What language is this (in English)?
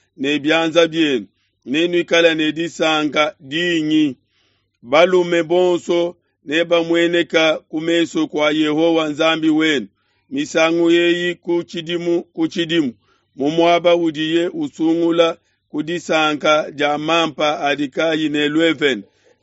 Luba-Lulua